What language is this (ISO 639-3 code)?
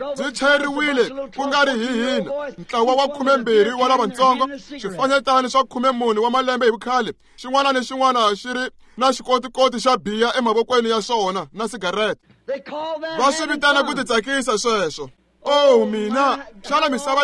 tso